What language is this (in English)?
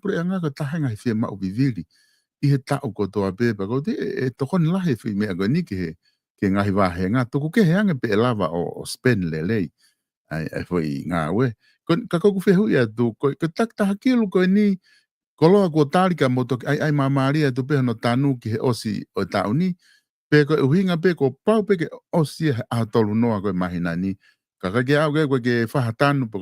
Tongan